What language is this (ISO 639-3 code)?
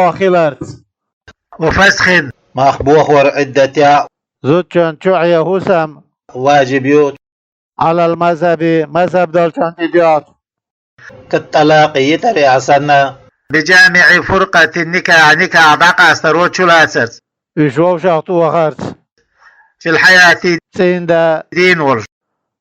che